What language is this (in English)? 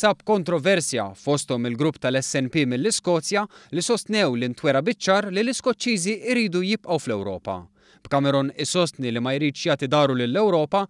Maltese